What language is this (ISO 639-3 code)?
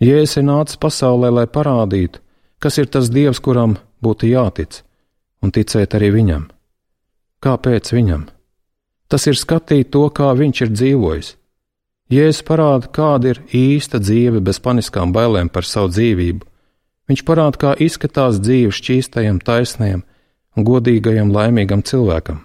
lav